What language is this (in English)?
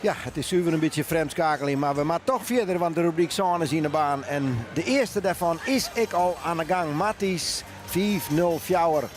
Western Frisian